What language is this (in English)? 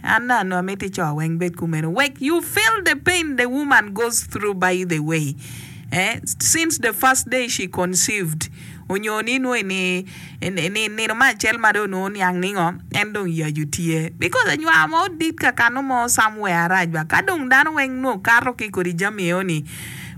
Acoli